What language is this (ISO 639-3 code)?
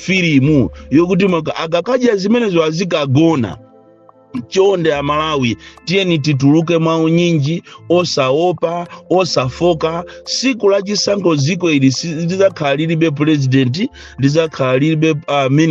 nya